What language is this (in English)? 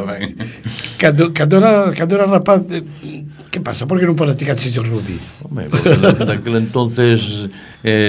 Galician